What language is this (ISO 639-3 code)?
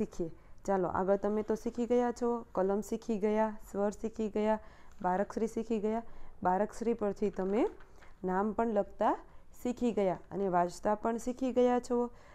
guj